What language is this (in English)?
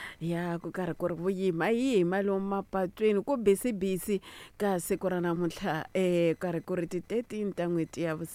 Tsonga